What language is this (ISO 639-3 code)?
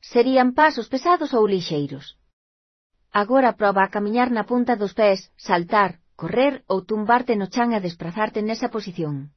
glg